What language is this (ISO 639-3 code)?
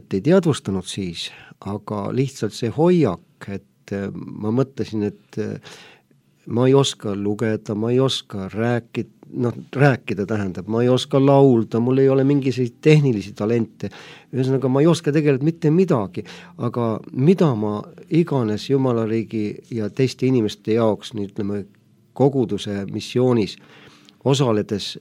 est